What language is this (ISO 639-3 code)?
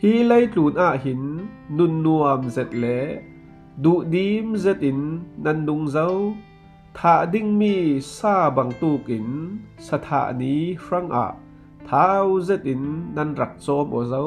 cfm